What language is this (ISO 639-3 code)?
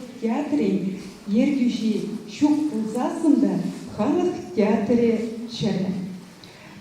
chv